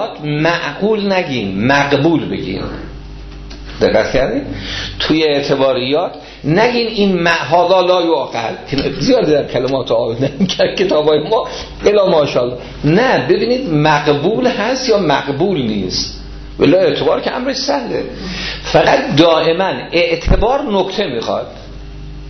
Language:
Persian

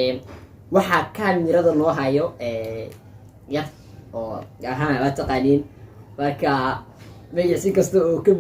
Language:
Somali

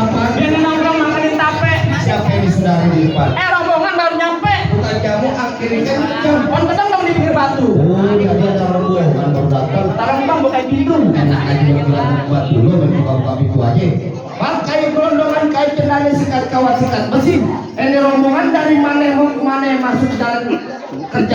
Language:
Betawi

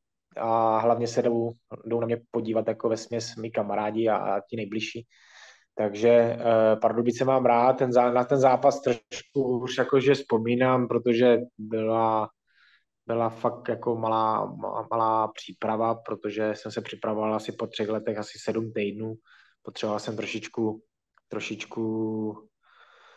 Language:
Czech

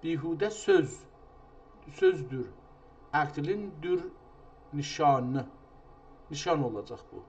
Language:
South Azerbaijani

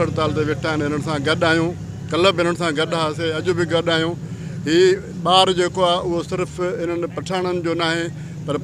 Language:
Sindhi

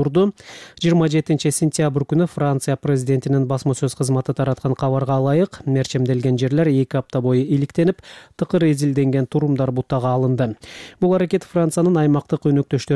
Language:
Kyrgyz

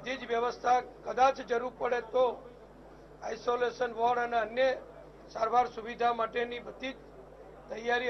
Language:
Gujarati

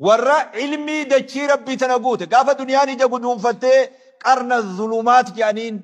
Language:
Oromo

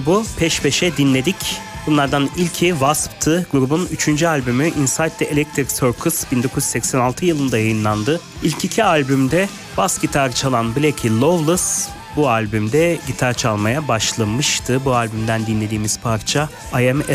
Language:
Turkish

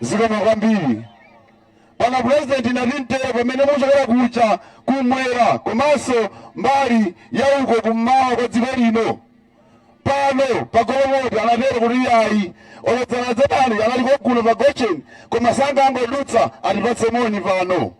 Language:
Nyanja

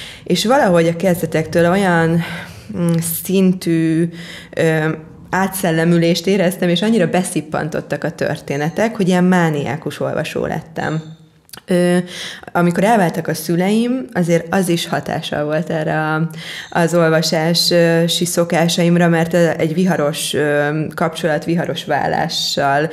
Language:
Hungarian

